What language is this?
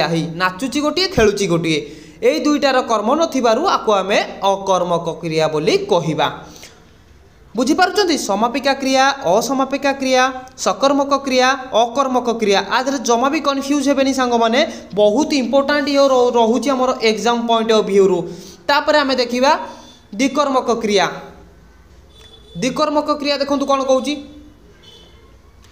Odia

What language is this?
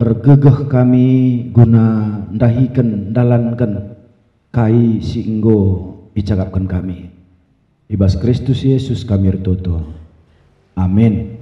Batak Karo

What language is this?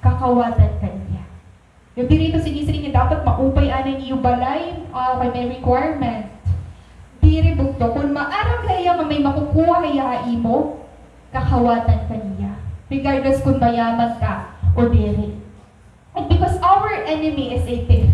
Waray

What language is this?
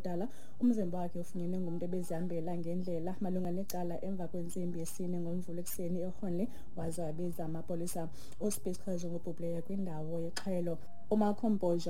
Xhosa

